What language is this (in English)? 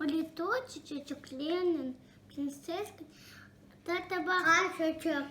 Crimean Tatar